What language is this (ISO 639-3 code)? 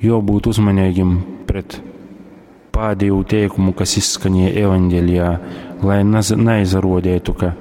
ltg